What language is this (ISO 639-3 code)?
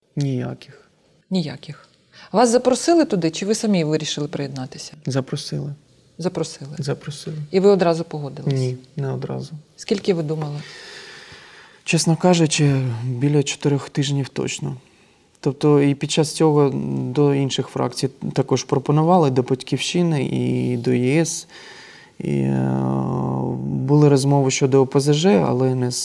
ukr